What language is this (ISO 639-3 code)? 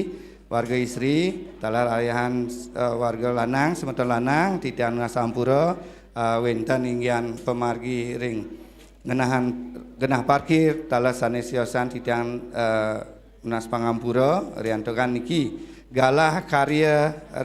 ban